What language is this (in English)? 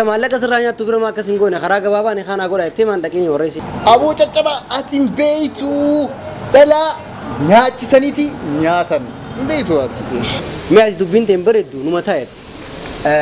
Oromo